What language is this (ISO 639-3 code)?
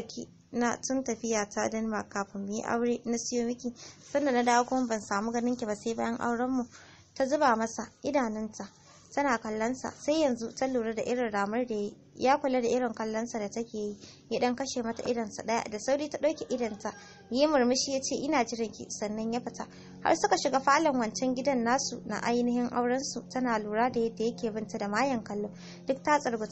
hau